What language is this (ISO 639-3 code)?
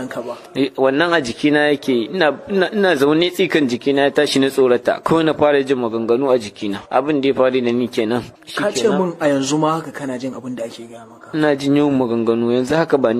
hau